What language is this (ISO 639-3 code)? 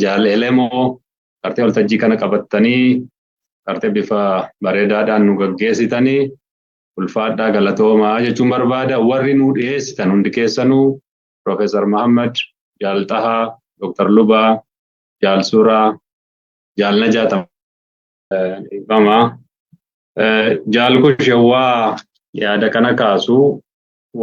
orm